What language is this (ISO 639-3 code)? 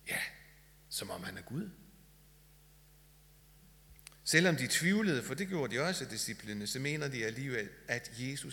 dan